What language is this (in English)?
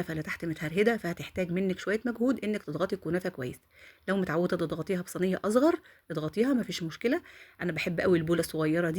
Egyptian Arabic